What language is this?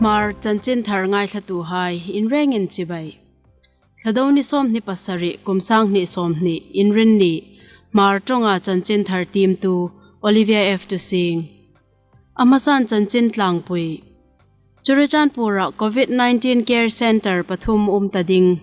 Hmar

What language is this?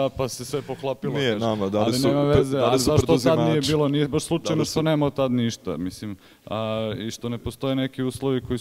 Serbian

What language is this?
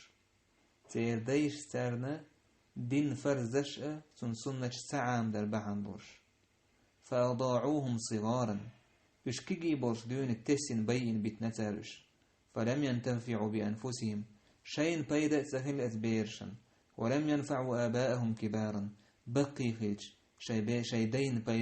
Chechen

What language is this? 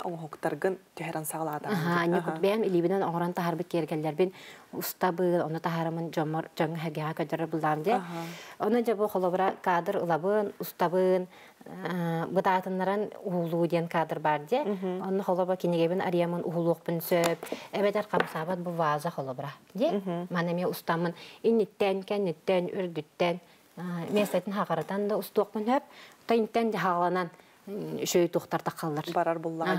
Yakut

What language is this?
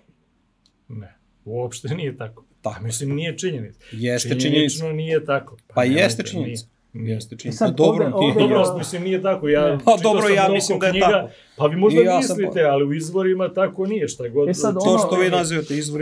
Serbian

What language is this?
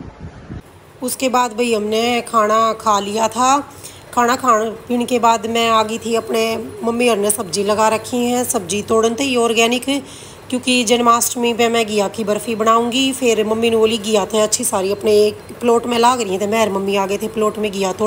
Hindi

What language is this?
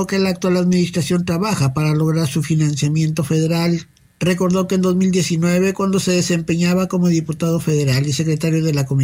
Spanish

